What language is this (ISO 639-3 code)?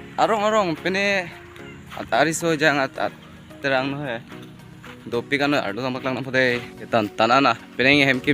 mjw